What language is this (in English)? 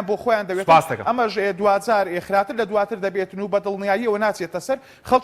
Central Kurdish